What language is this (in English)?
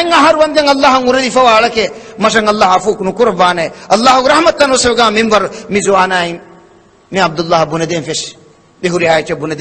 Divehi